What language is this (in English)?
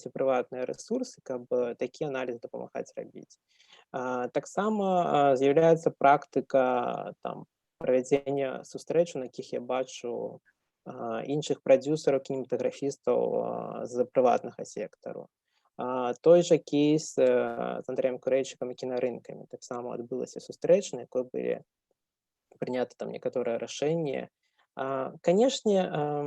Belarusian